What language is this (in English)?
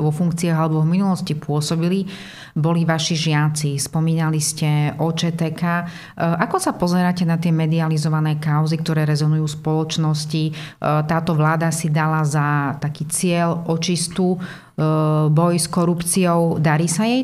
Slovak